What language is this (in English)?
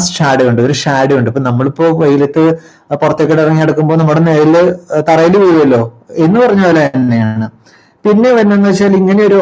Malayalam